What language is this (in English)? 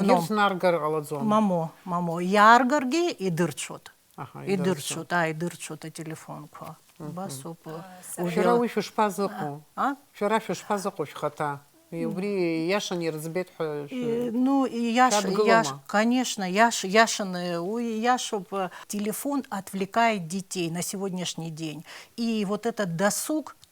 Abkhazian